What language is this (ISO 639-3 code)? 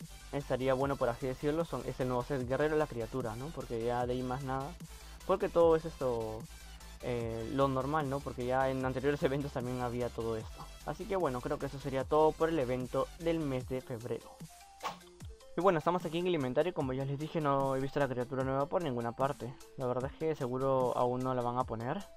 spa